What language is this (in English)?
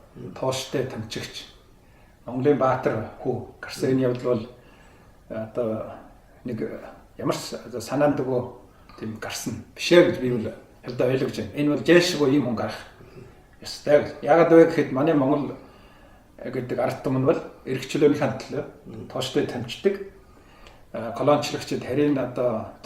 Mongolian